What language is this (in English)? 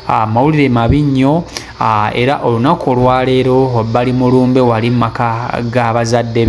Ganda